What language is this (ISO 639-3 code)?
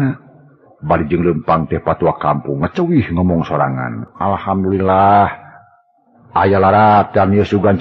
sun